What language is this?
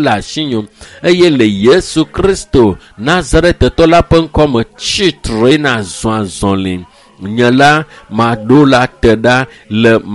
Ewe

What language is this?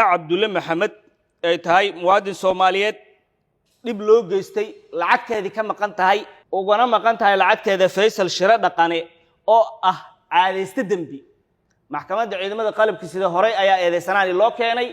Somali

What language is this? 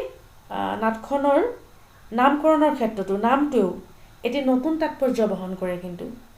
Assamese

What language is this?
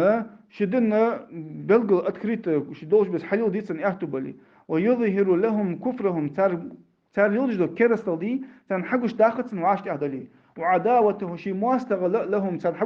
Ingush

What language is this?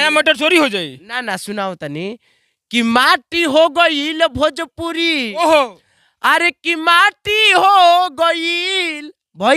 Bhojpuri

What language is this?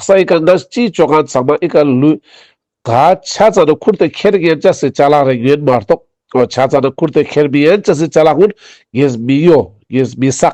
Ladakhi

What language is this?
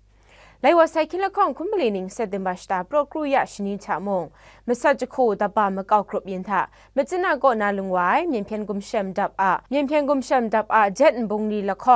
Kachin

